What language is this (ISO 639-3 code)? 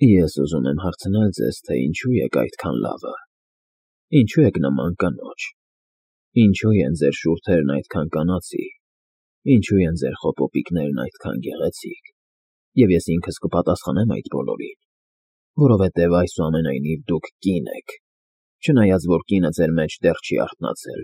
hye